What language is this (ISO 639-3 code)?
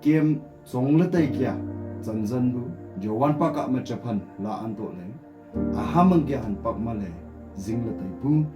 nnp